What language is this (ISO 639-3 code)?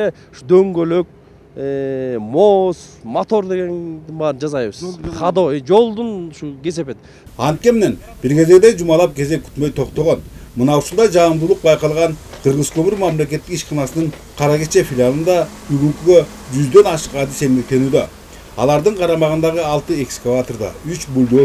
kir